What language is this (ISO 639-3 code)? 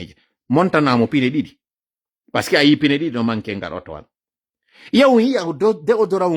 ful